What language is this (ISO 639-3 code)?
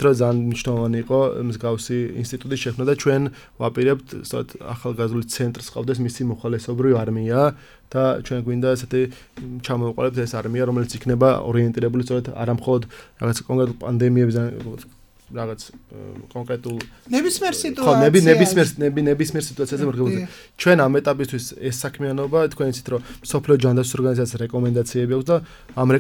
kat